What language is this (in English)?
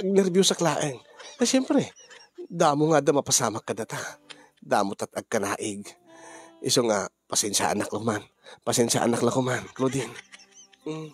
Iloko